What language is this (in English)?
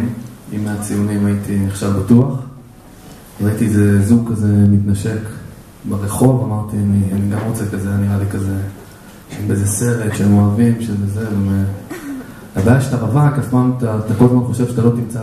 Hebrew